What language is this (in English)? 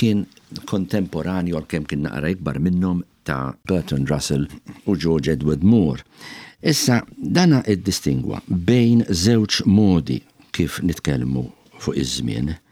Maltese